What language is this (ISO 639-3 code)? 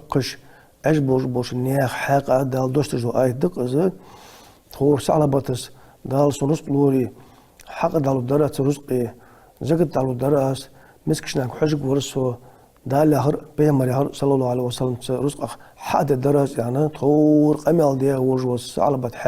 inh